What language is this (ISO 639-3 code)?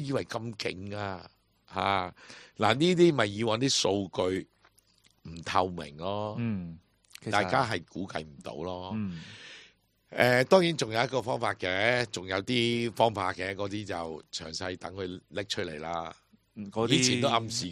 yue